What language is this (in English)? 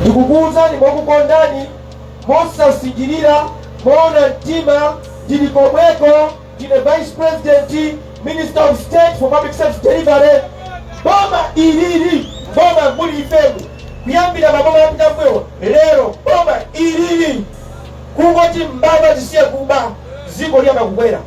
Nyanja